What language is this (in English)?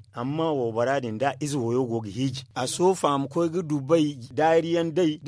Zarma